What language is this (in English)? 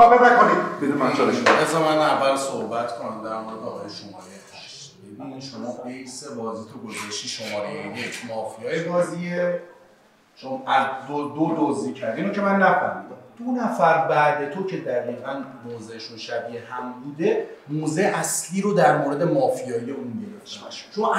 Persian